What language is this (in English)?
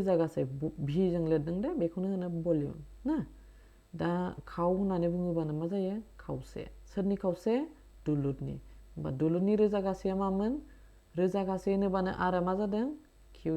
Bodo